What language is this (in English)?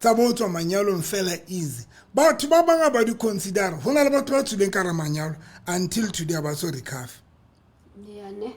Southern Sotho